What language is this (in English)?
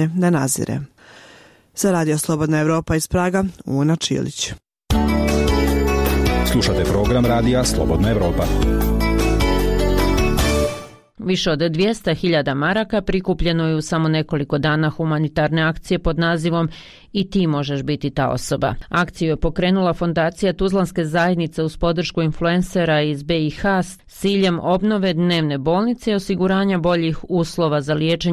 Bosnian